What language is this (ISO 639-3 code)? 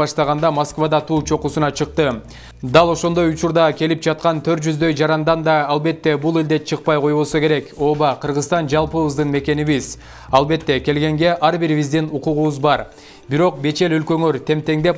kir